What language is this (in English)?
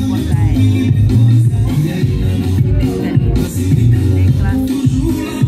French